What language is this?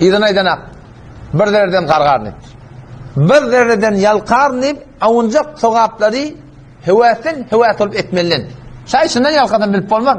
Turkmen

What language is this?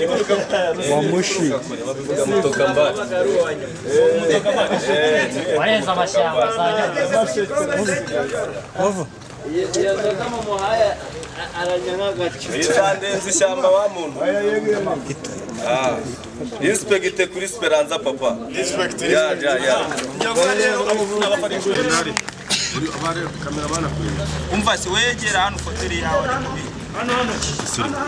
Kinyarwanda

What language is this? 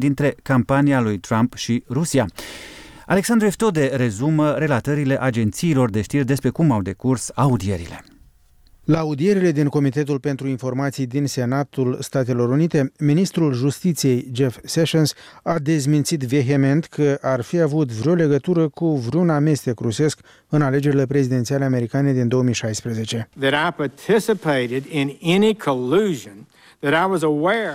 Romanian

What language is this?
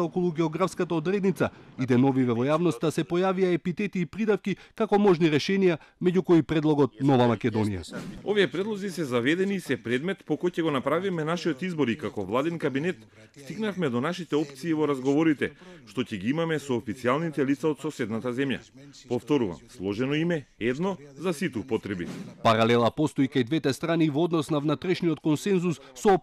Macedonian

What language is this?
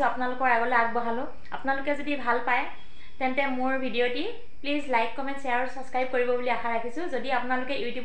Assamese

